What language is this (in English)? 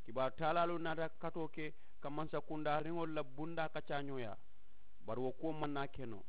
Mandingo